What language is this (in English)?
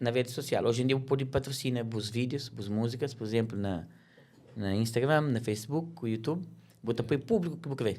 Kabuverdianu